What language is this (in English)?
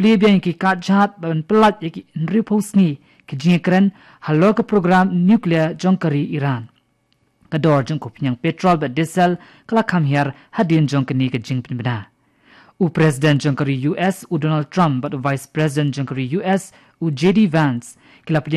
Khasi